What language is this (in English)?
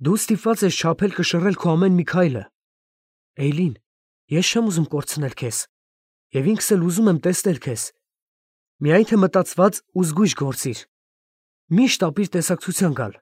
Armenian